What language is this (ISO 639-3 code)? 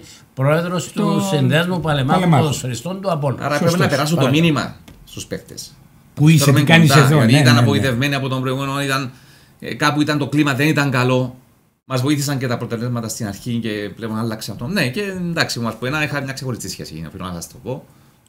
ell